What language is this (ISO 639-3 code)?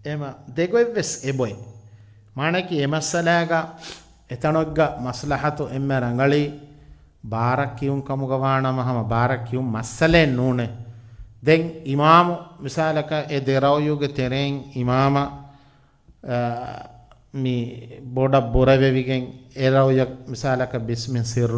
div